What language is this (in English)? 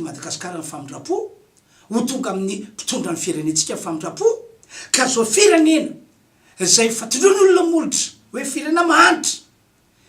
Malagasy